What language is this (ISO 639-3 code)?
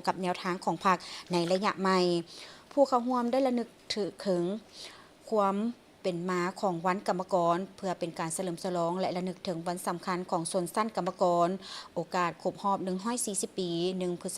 lao